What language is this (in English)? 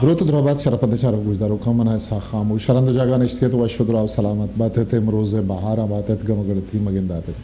Eastern Balochi